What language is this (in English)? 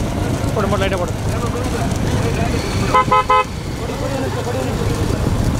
Tamil